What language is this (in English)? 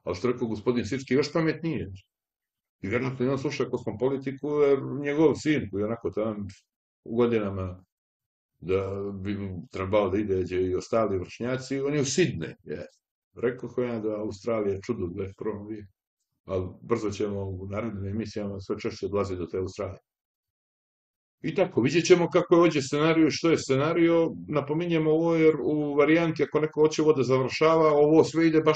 Serbian